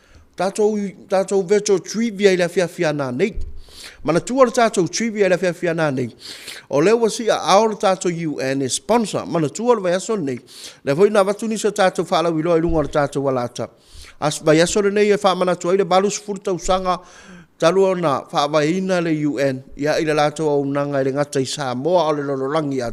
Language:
Samoan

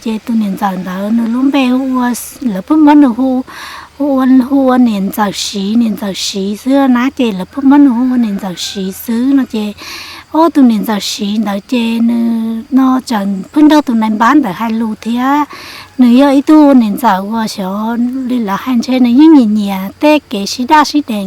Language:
Hmong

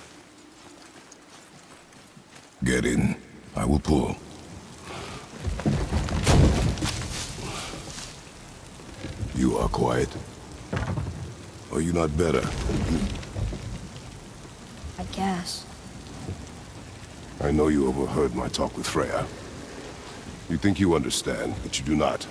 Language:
English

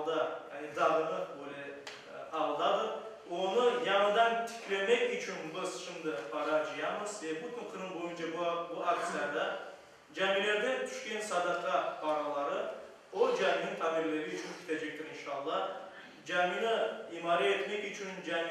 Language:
Crimean Tatar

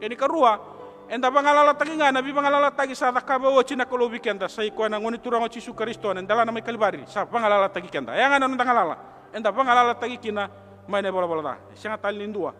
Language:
Fijian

